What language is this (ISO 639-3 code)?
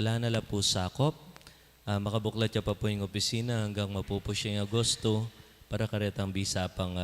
pam